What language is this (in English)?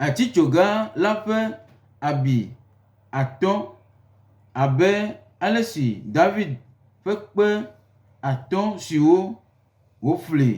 Gen